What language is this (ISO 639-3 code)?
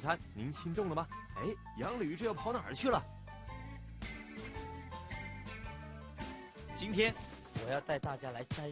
zho